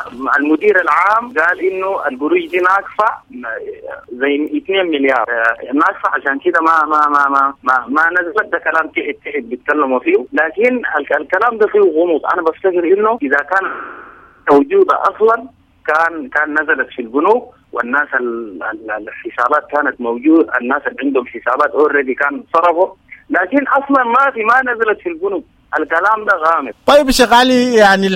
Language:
Sudanese Arabic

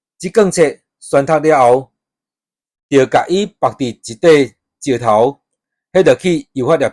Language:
Min Nan Chinese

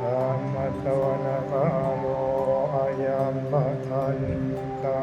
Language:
Pali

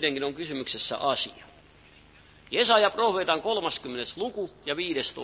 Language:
Finnish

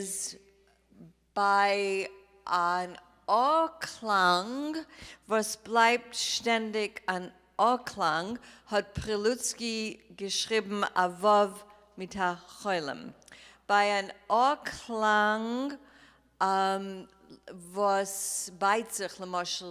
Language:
Yiddish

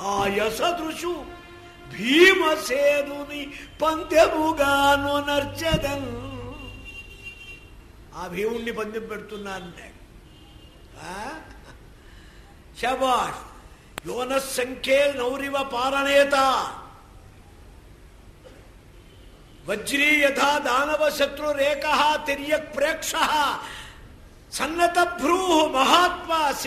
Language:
Telugu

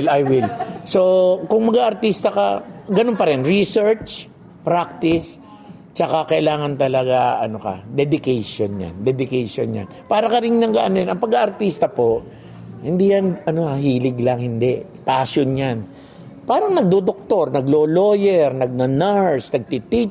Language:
Filipino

